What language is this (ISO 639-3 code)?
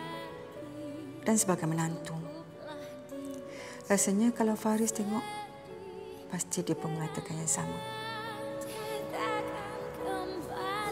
msa